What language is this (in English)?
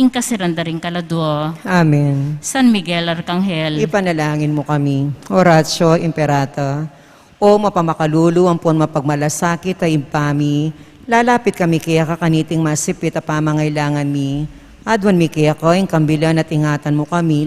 Pampanga